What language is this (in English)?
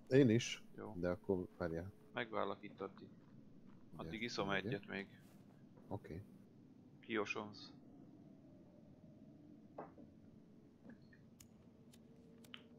Hungarian